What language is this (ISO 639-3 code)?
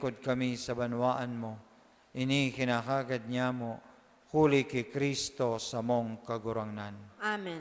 bik